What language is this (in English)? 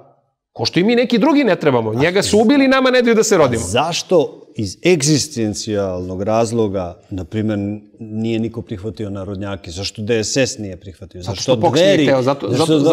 Serbian